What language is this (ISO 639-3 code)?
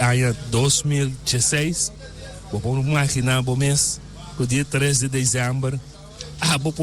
pap